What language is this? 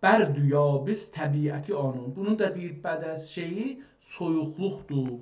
South Azerbaijani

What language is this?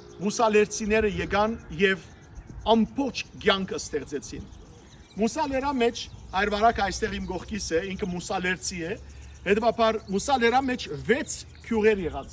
Western Armenian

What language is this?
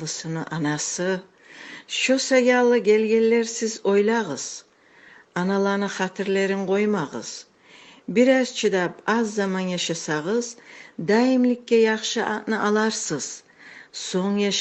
Kumyk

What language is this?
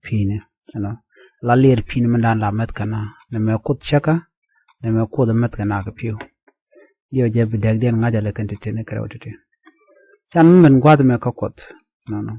Nuer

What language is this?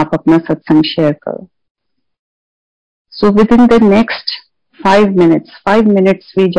Punjabi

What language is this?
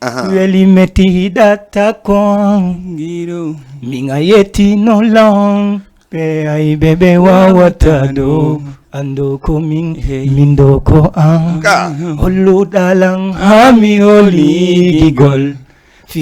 Fula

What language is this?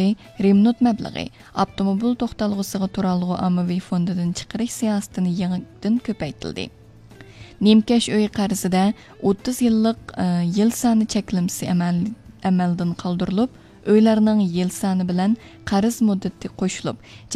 Uyghur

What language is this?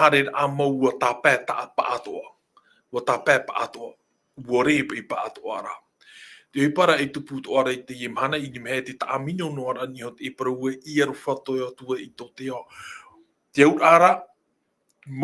Tahitian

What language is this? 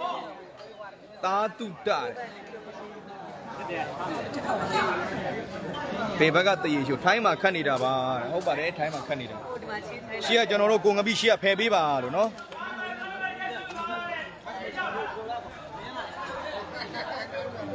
Burmese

